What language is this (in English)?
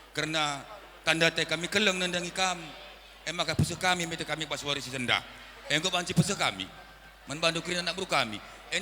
Batak Karo